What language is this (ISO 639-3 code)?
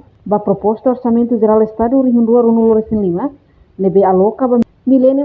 tet